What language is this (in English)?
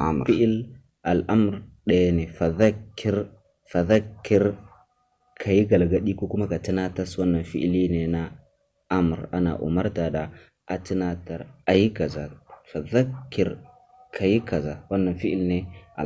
Hausa